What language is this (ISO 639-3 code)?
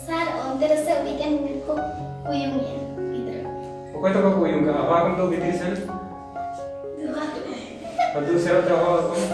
sat